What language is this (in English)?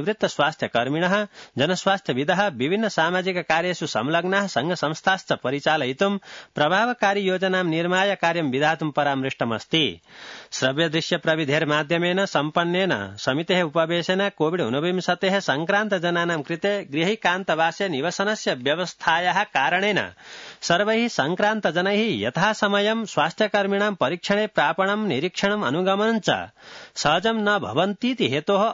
Sanskrit